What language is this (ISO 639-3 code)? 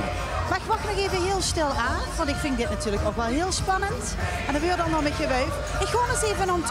lim